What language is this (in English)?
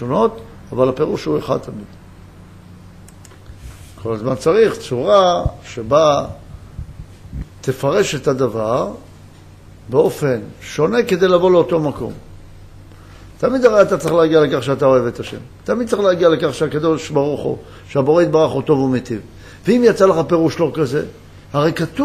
Hebrew